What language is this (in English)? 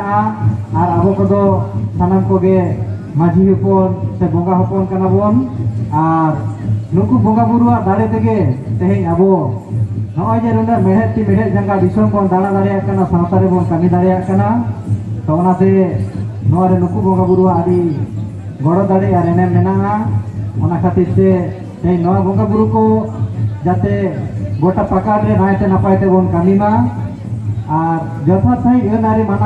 Santali